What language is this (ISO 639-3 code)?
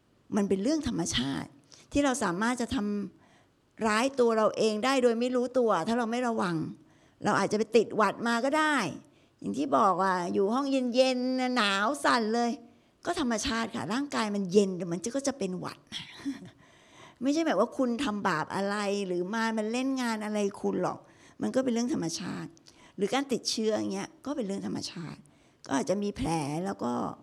tha